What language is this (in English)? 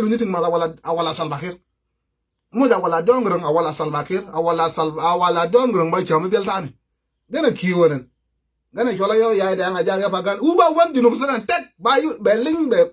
Nuer